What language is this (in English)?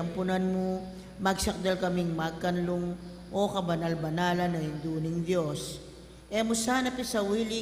Pampanga